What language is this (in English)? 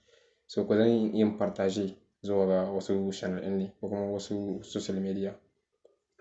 Hausa